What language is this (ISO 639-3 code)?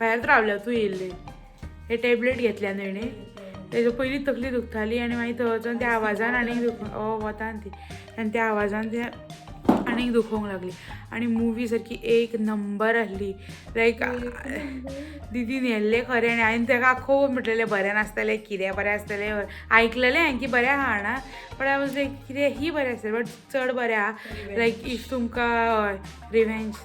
kok